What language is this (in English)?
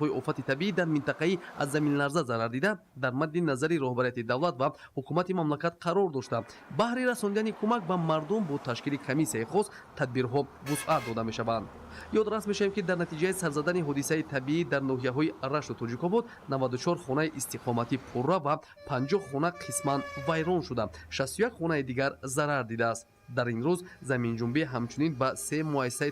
Tajik